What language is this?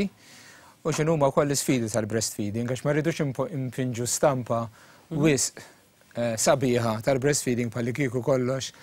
Maltese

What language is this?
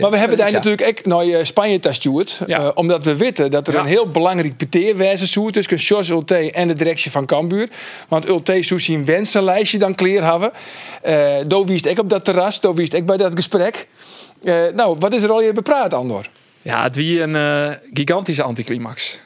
Western Frisian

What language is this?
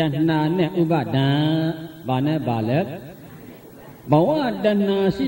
Burmese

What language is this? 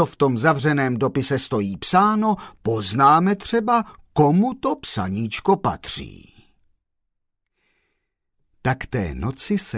Czech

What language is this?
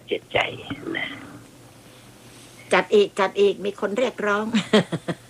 Thai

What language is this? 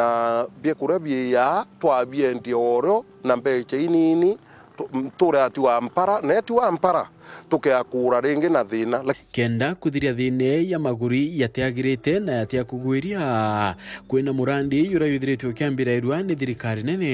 Meru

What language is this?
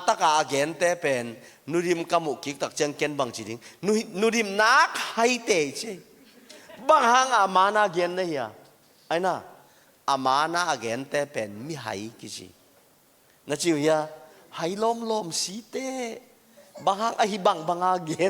Tedim Chin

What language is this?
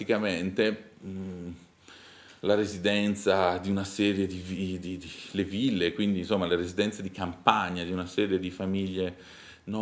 Italian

